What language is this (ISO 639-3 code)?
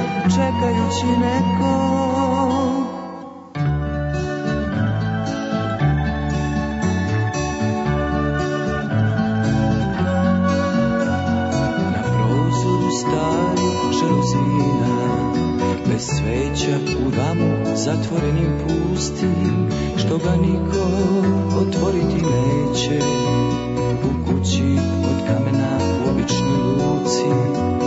srp